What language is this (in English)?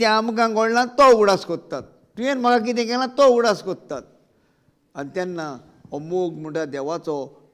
Konkani